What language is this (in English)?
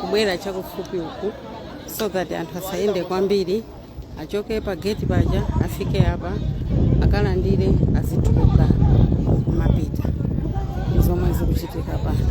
Nyanja